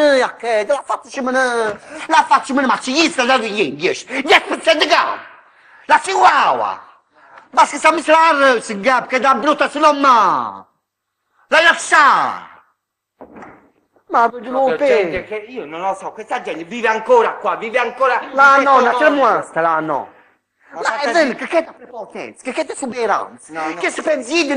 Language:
Italian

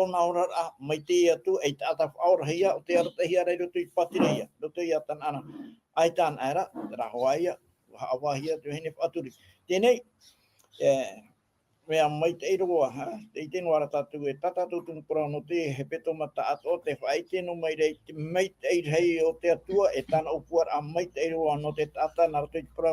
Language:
Tahitian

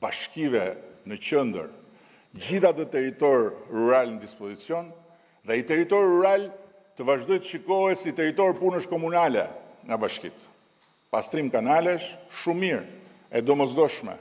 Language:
Albanian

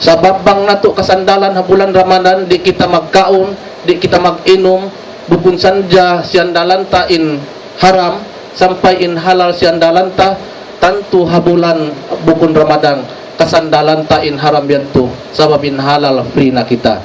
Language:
Tausug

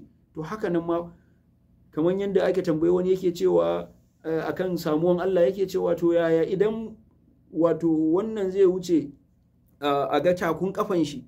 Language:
Hausa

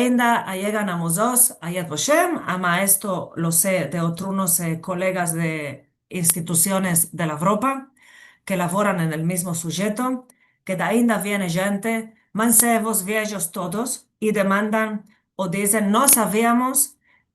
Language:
Ladino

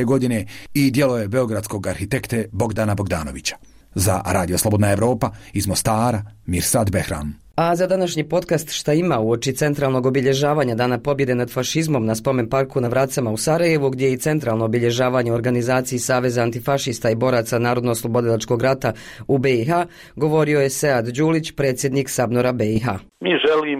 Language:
Bosnian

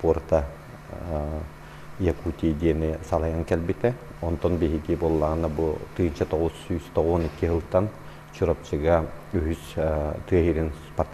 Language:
Yakut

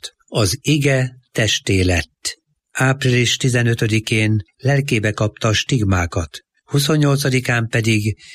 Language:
Hungarian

